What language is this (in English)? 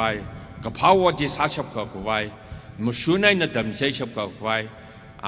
Tangkhul Naga (India)